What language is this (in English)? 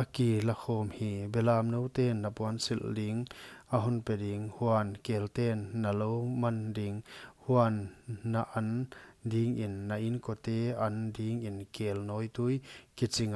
Paite Chin